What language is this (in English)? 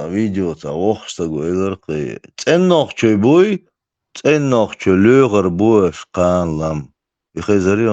Chechen